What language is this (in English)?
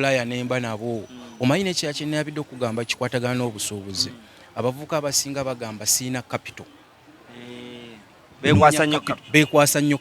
Ganda